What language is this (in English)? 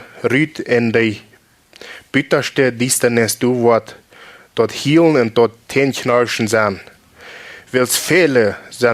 Plautdietsch